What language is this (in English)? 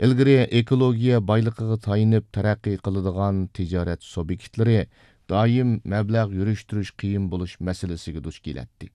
Uyghur